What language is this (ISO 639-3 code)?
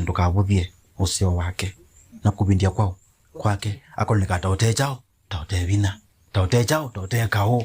kam